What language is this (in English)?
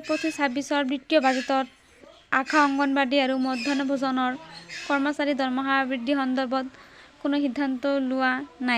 Assamese